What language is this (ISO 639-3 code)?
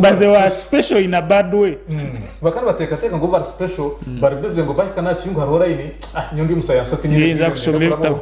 nyn